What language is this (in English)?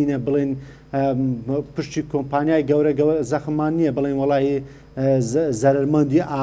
Central Kurdish